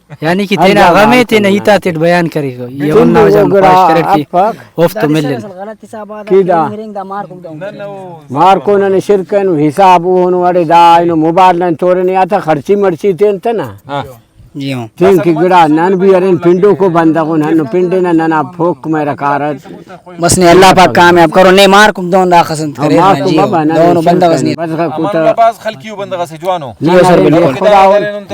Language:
Brahui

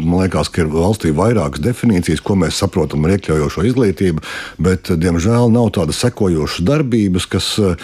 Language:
Latvian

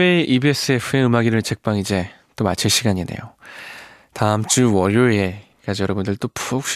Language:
Korean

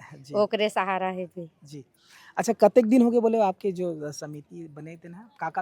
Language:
Chhattisgarhi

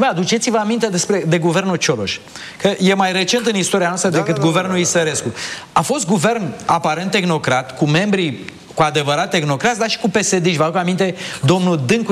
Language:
Romanian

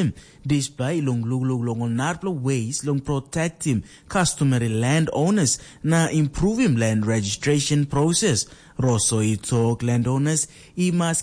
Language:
Tok Pisin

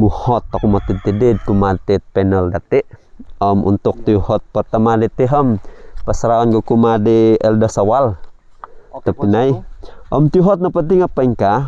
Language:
Central Dusun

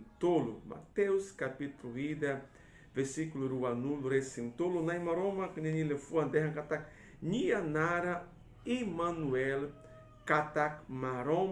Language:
Tetum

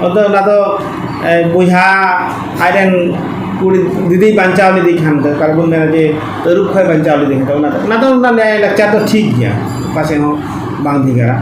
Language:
Santali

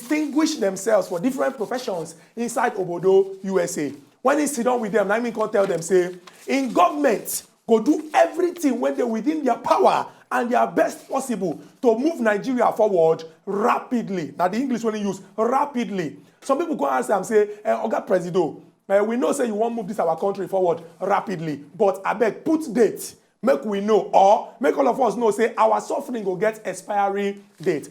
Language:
Nigerian Pidgin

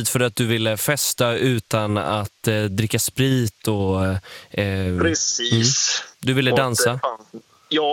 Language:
Swedish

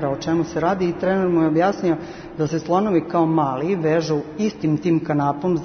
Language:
Serbian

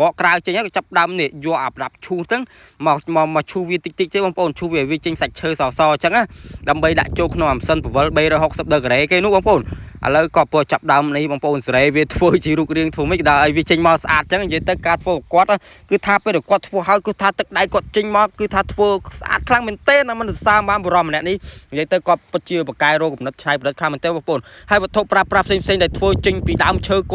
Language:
Khmer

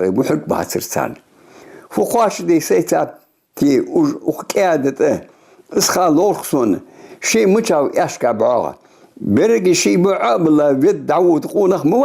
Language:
Ingush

